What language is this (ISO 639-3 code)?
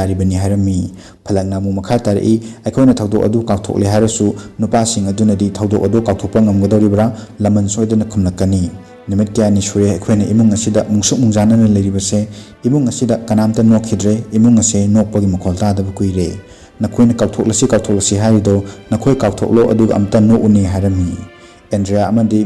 mni